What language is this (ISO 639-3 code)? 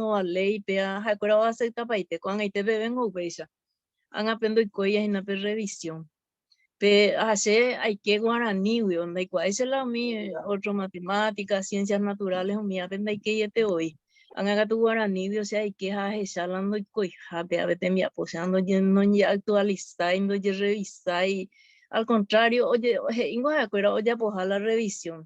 grn